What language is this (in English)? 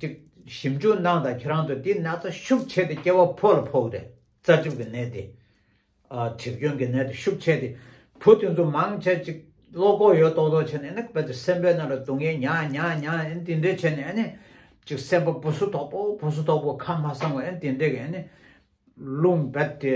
Tibetan